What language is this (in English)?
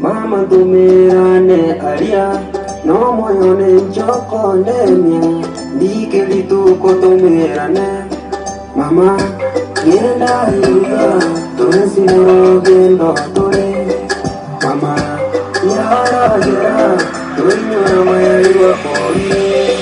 Gusii